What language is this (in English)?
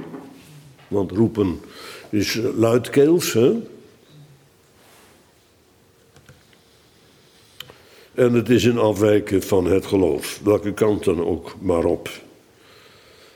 Dutch